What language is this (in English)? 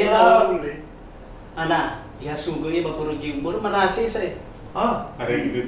Nias